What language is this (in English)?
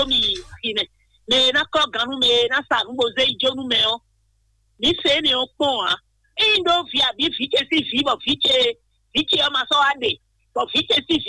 Fon